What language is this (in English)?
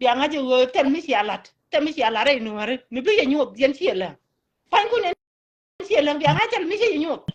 Nuer